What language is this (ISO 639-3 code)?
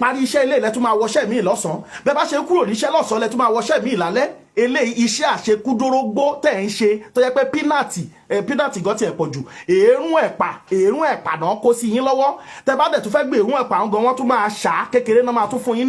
yor